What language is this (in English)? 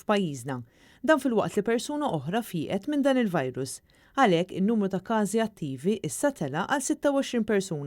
Maltese